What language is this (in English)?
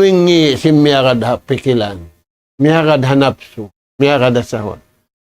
Tausug